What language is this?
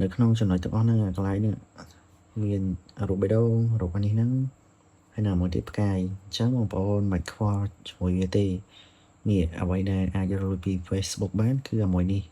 Khmer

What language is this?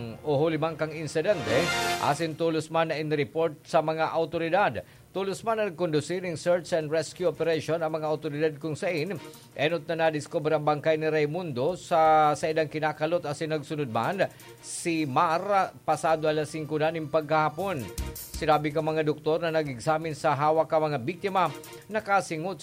Bikol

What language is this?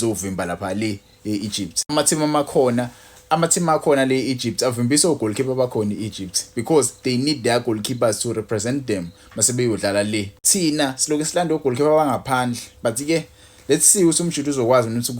Zulu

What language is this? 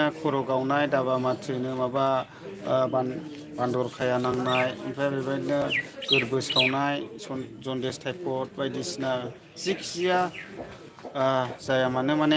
Bodo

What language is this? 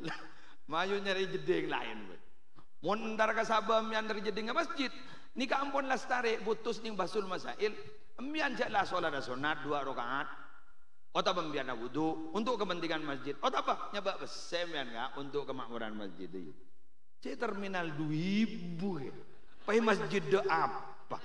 Madurese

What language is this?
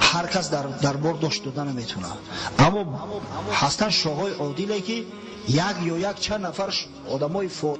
Tajik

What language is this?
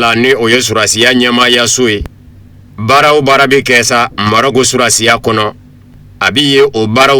Bambara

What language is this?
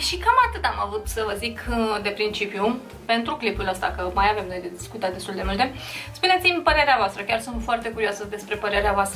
Romanian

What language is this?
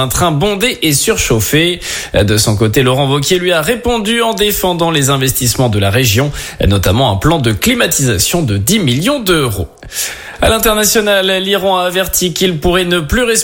French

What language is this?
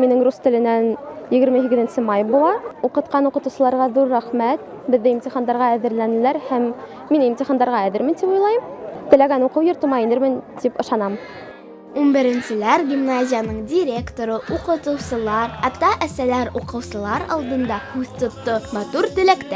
Bashkir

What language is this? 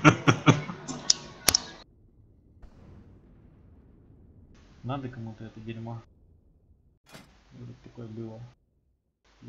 Russian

